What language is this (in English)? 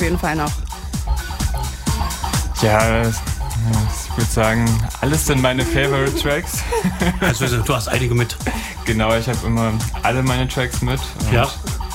German